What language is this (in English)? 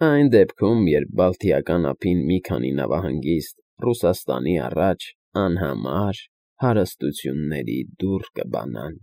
Armenian